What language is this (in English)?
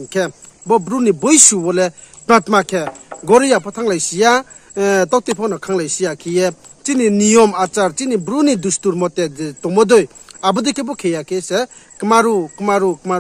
Riang (India)